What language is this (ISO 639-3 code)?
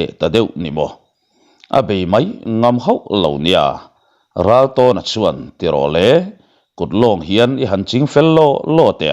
lus